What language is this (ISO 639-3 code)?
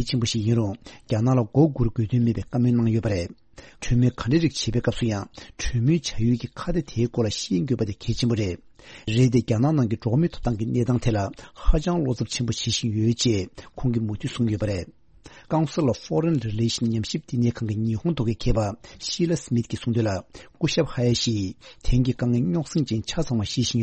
bod